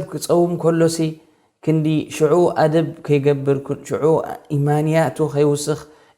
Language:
Tigrinya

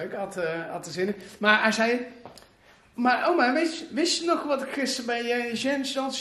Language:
Dutch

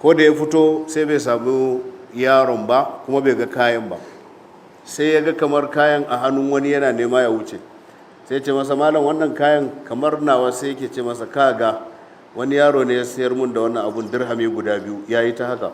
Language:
Hausa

